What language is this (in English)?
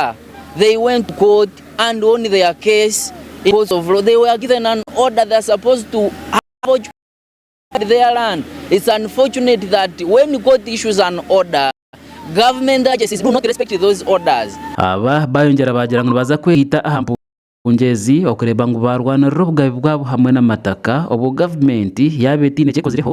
Nyankole